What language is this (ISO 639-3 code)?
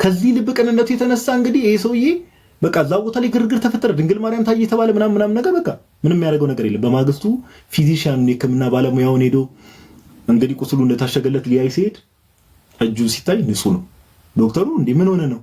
amh